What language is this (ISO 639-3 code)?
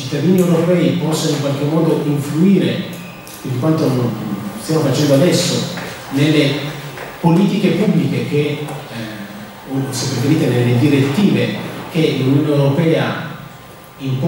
ita